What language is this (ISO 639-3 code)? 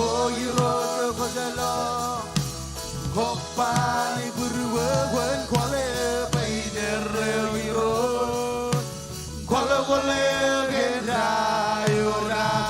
mah